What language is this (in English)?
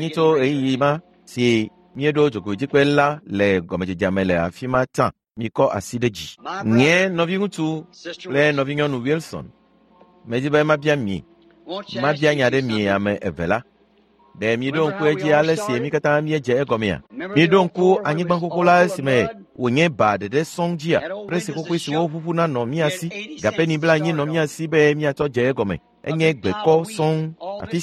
Ewe